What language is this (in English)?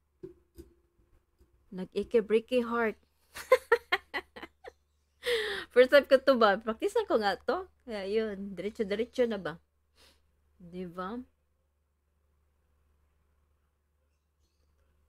Filipino